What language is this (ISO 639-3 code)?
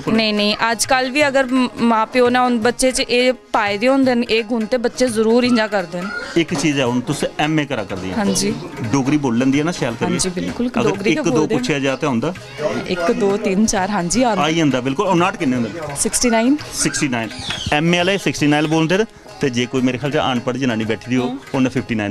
doi